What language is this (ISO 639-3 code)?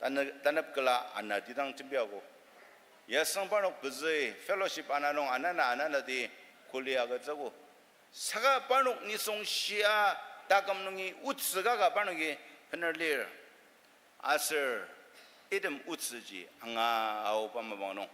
njo